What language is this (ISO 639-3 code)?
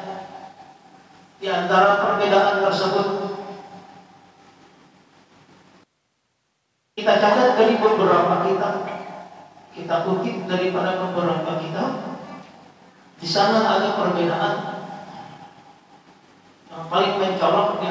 ind